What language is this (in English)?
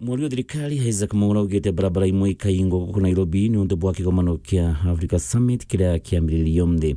Meru